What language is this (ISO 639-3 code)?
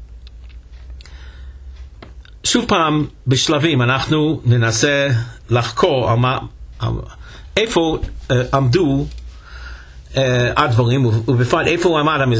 heb